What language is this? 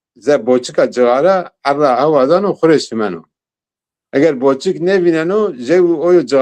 Zaza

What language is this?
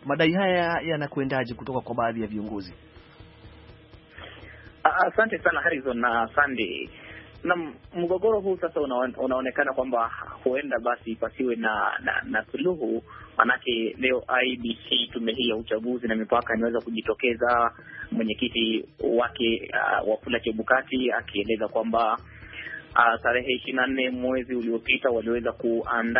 Swahili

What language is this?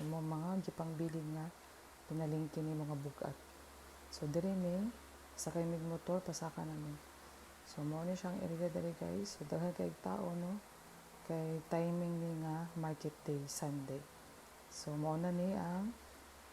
Cebuano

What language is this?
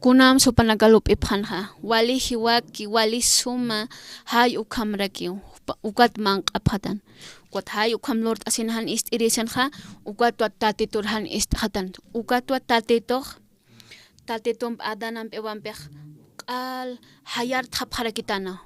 Aymara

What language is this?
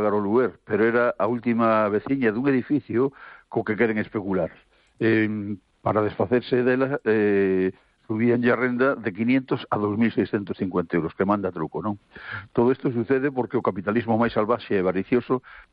Galician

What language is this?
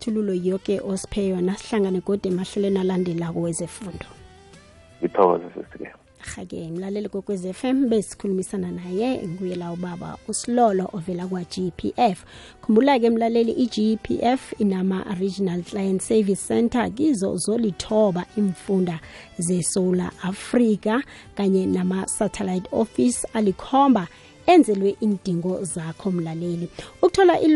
South Ndebele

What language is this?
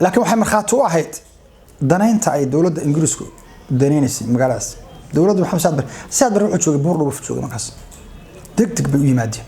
Somali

